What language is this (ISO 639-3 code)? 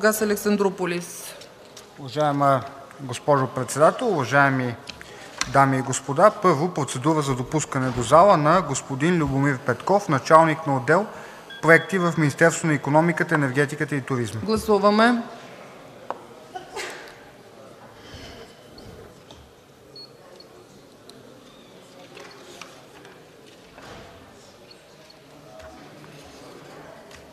bul